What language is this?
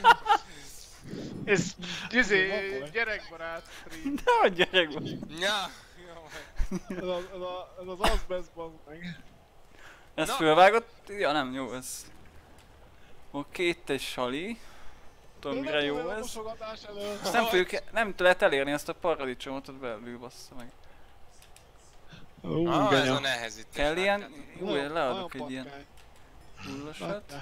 Hungarian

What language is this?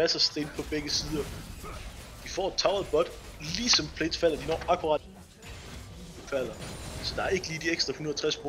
Danish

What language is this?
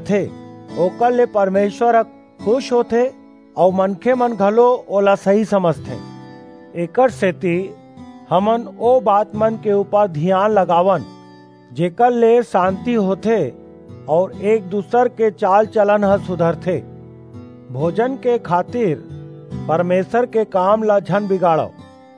Chhattisgarhi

